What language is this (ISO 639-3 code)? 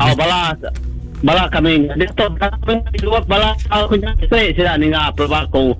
iba